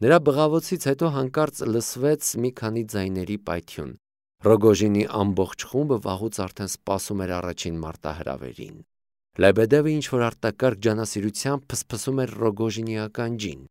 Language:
Armenian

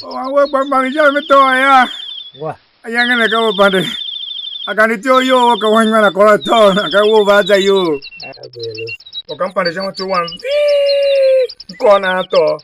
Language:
Tiv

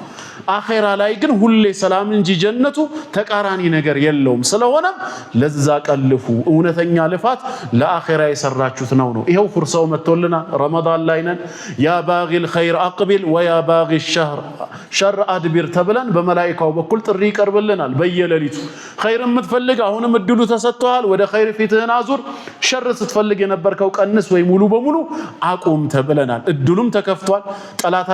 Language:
Amharic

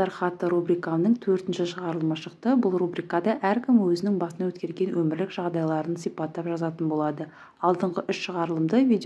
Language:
Kazakh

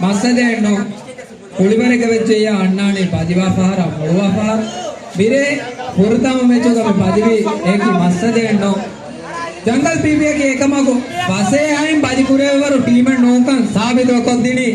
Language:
Divehi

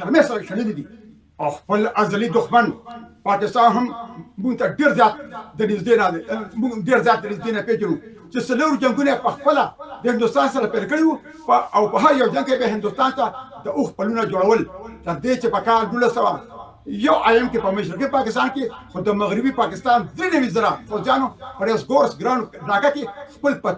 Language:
Pashto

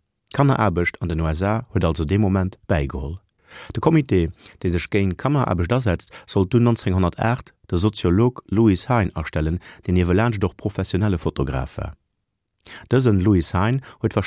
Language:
Luxembourgish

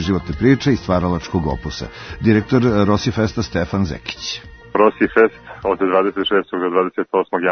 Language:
Serbian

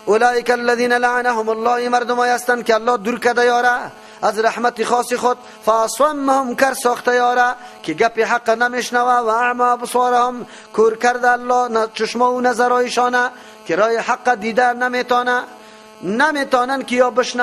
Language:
Persian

